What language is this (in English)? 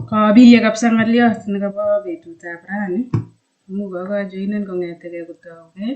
Kalenjin